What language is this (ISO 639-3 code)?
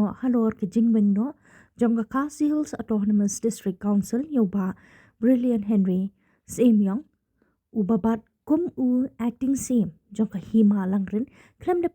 kha